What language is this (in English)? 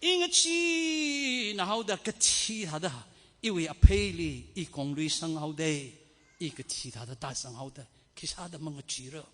Tangkhul Naga (India)